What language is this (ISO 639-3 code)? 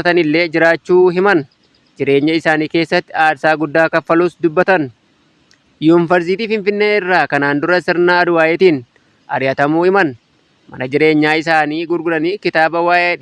orm